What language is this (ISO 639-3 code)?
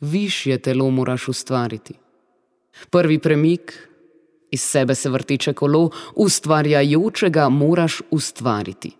slv